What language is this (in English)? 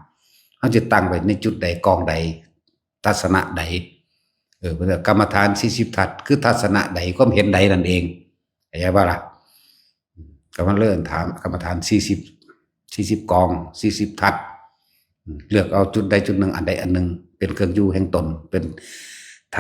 Northeastern Thai